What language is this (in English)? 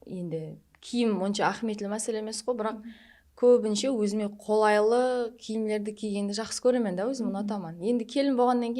Kara-Kalpak